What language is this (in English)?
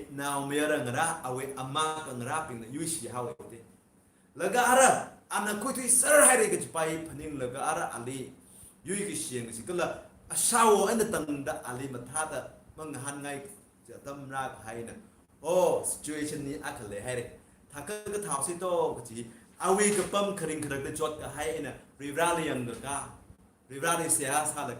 Tangkhul Naga (India)